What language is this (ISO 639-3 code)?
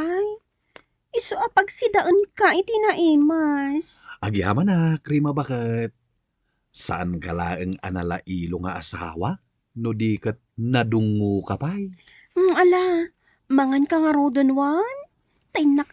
ilo